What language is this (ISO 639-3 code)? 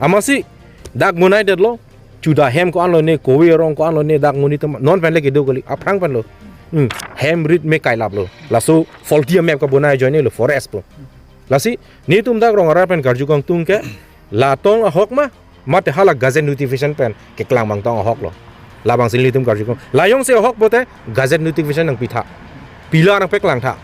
mjw